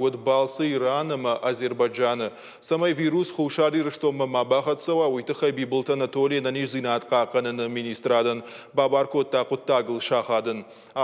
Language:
Ossetic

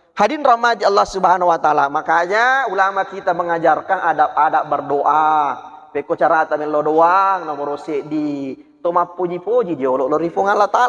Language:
Buginese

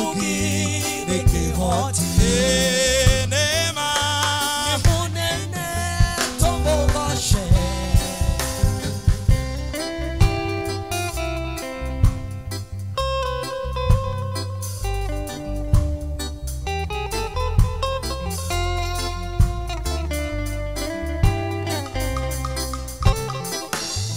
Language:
Kikuyu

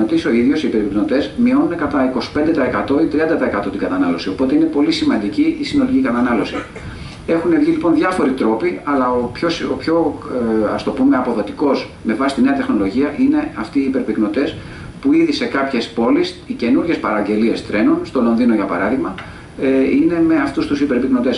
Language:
Greek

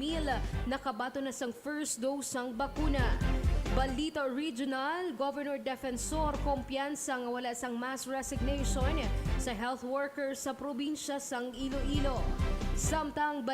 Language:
Hiligaynon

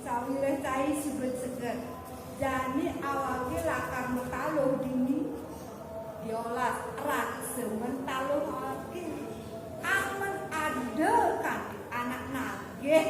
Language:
Balinese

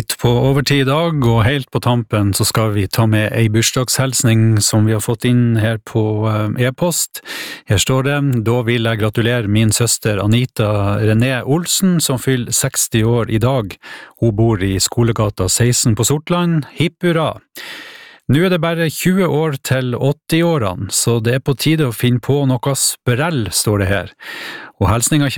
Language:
Norwegian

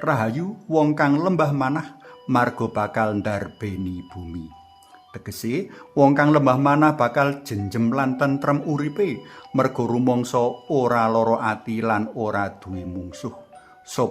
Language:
Javanese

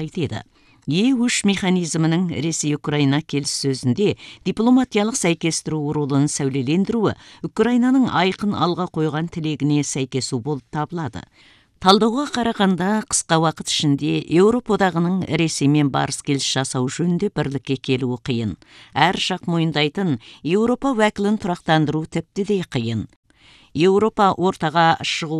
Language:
Kazakh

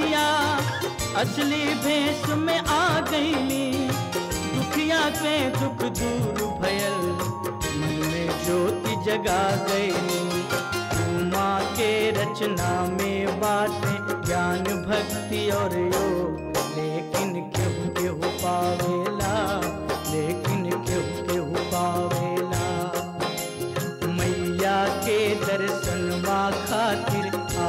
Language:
Bhojpuri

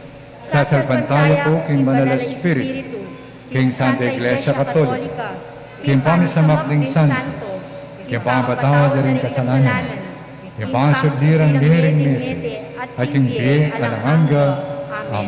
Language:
Pampanga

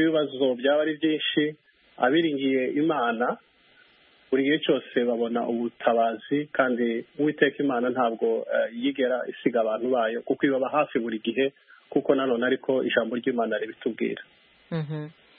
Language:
Kinyarwanda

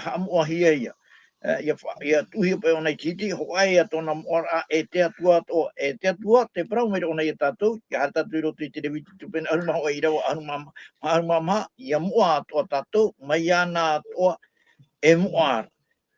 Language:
Tahitian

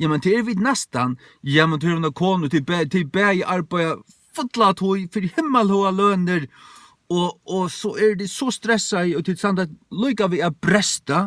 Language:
Faroese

